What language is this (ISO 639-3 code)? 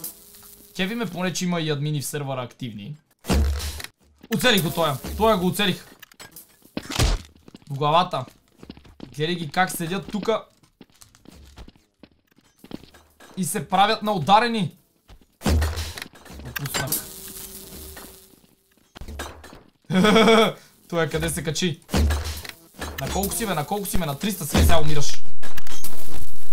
bul